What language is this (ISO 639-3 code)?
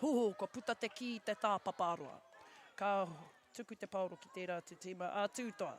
mri